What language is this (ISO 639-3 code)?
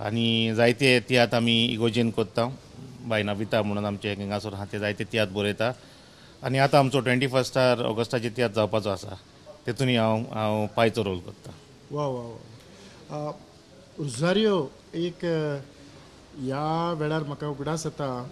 kok